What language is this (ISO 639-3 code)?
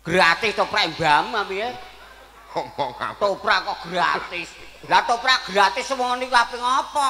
jav